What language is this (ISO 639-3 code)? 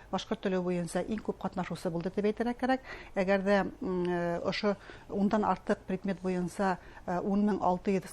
bak